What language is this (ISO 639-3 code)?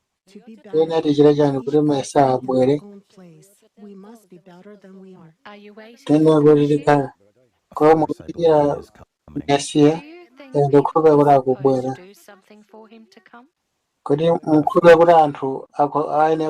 nya